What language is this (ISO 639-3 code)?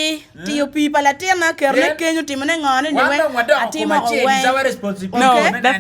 ach